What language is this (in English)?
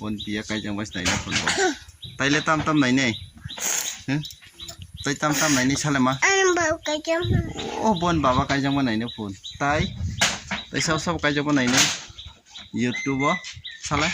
Kok Borok